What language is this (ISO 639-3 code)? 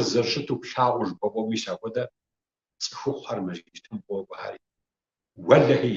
kbd